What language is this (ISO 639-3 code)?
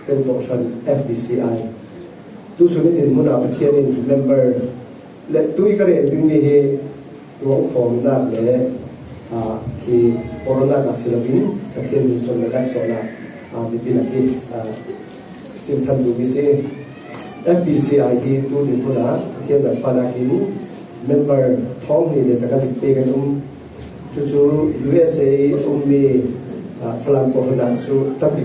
cfm